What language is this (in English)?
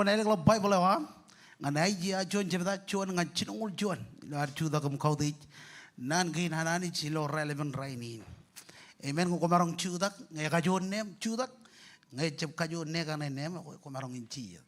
Marshallese